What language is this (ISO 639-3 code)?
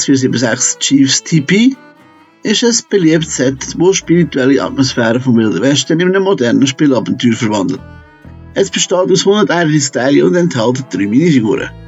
gsw